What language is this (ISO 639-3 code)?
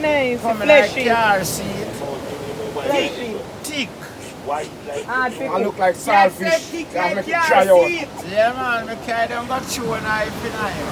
jam